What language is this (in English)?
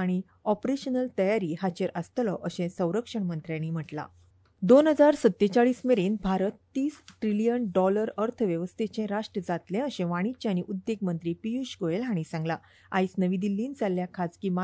Konkani